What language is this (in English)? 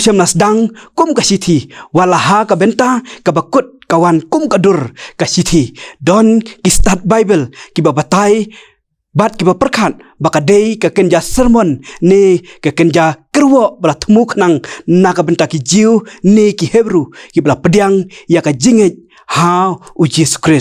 Khasi